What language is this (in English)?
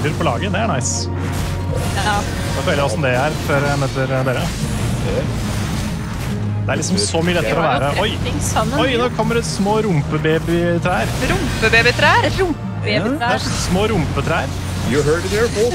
Norwegian